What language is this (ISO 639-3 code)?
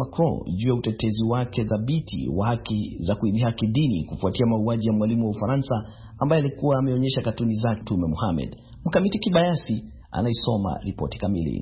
swa